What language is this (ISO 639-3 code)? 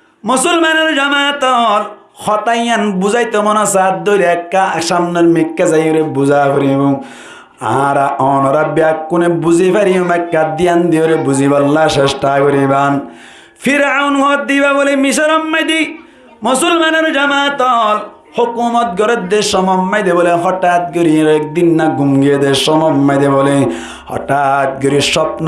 rhg